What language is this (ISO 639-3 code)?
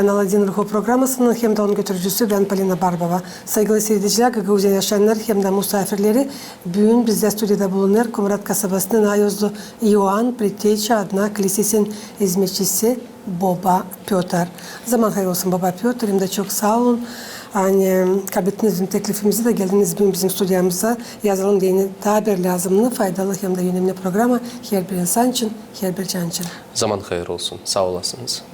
gag